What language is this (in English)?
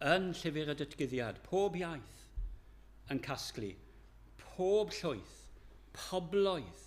Welsh